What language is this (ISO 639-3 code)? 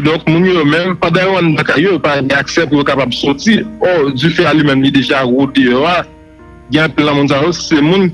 hat